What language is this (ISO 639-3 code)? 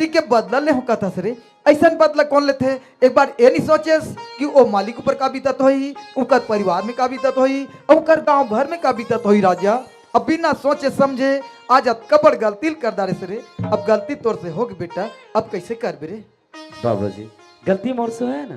hne